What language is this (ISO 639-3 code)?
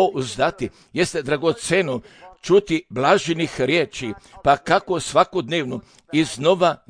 hrv